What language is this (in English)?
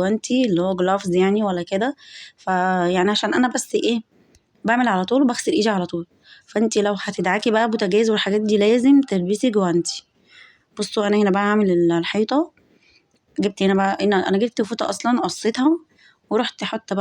Egyptian Arabic